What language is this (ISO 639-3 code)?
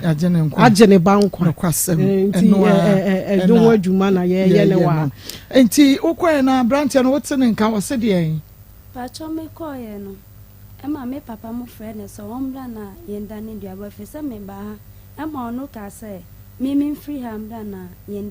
aka